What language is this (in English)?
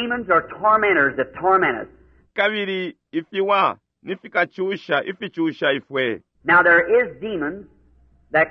Bemba